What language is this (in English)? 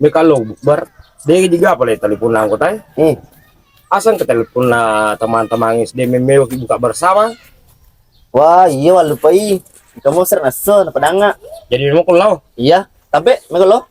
Buginese